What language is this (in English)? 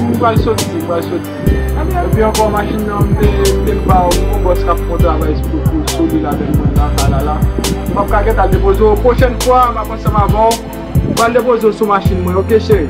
Haitian Creole